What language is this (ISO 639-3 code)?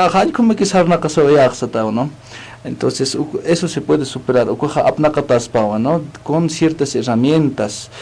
aym